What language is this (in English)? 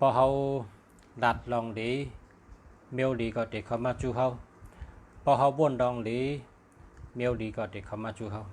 Shan